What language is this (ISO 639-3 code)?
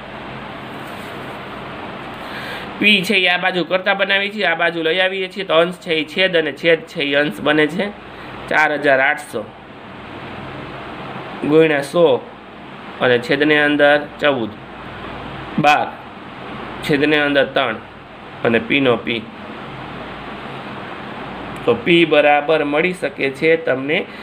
guj